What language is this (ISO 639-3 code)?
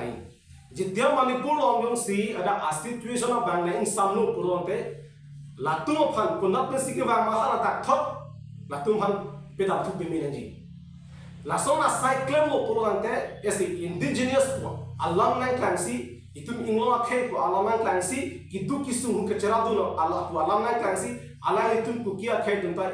mjw